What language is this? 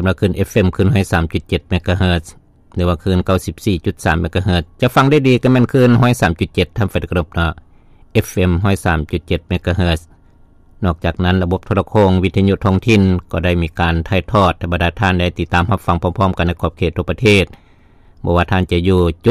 Lao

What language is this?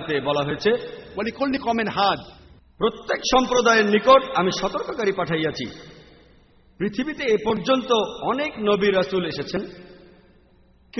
Bangla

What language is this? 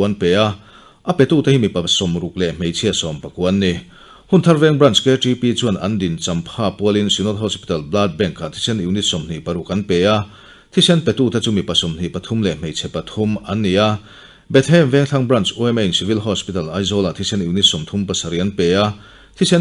Mizo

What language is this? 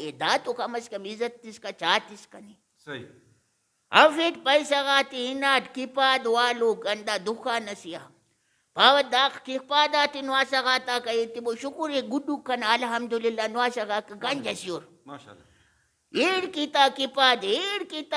Brahui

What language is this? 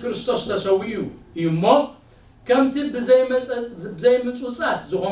Tigrinya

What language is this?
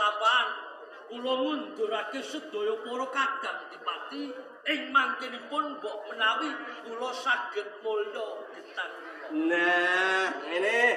Javanese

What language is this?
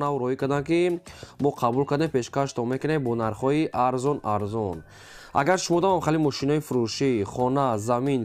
Tajik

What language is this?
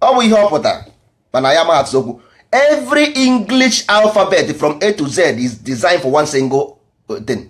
Igbo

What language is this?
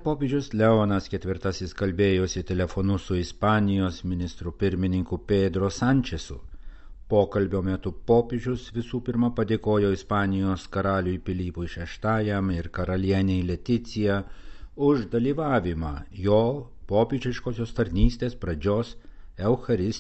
Lithuanian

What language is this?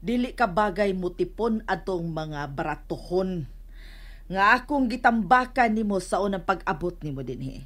Cebuano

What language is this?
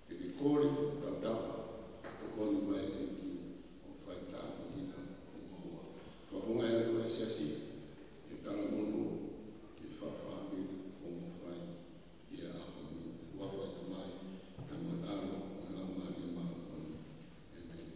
Tongan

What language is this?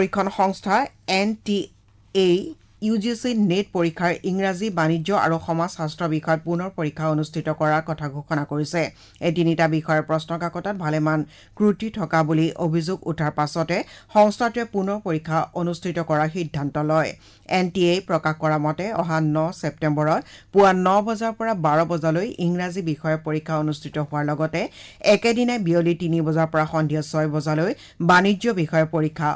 Assamese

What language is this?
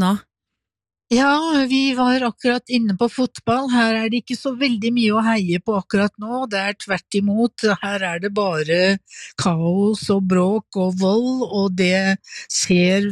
Norwegian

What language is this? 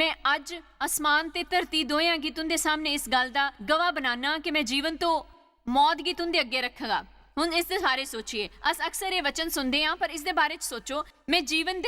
Dogri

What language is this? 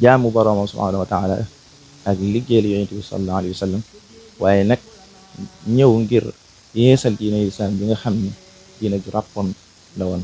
Wolof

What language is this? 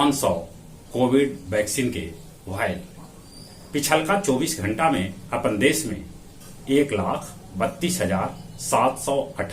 Magahi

